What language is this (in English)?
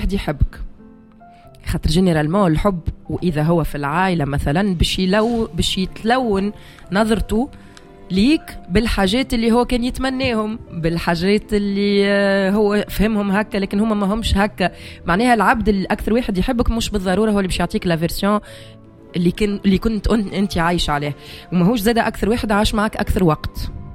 Tunisian Arabic